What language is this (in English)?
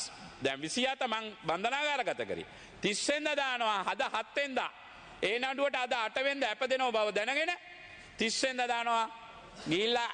Sinhala